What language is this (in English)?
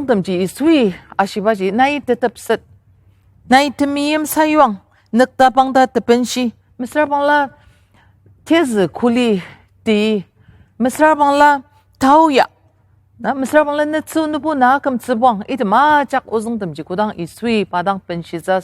Ao Naga